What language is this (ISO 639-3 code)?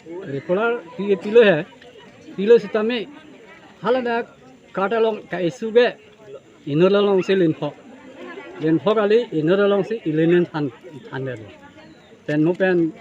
mjw